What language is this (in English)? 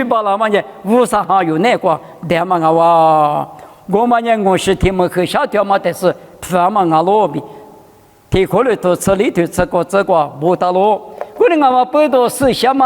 Lisu